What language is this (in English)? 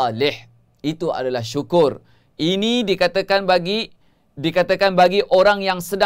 Malay